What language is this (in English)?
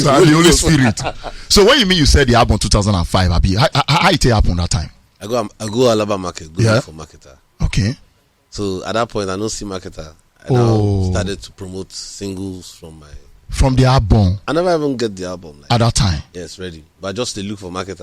Nigerian Pidgin